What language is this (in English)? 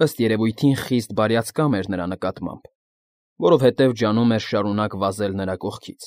Armenian